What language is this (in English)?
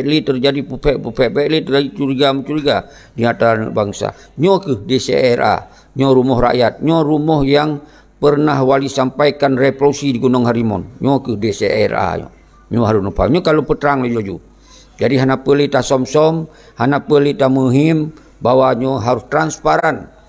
Achinese